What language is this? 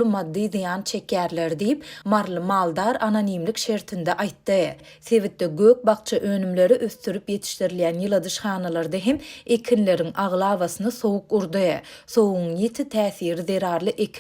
Turkmen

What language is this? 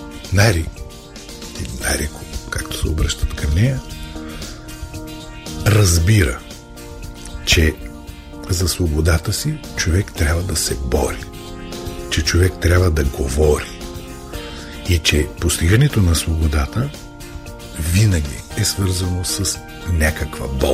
Bulgarian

